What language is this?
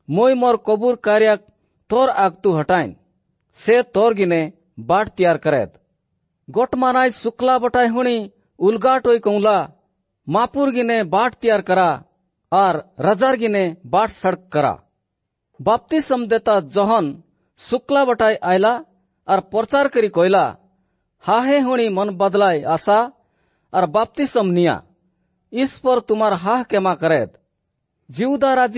Odia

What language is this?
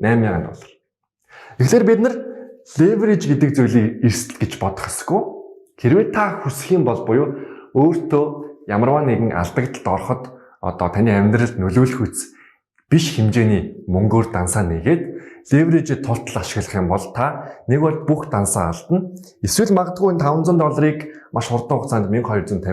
Mongolian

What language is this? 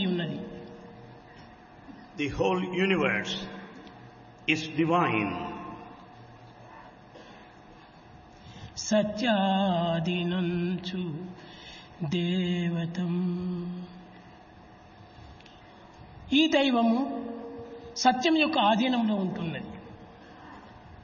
Telugu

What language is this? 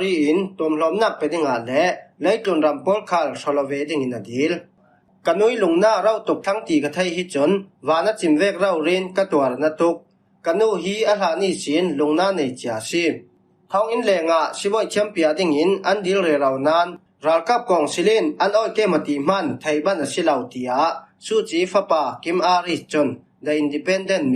Falam Chin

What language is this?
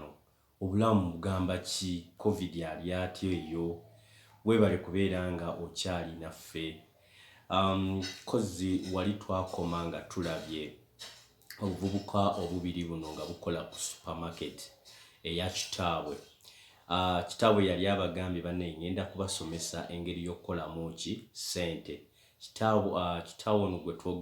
Ganda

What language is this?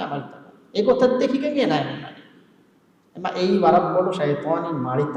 Divehi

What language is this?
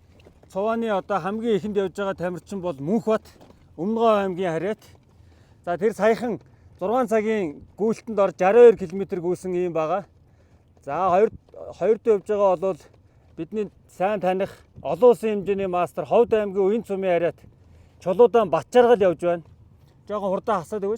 Mongolian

